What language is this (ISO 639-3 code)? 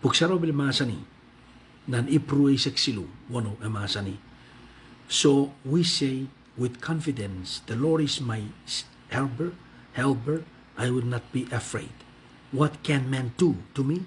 pon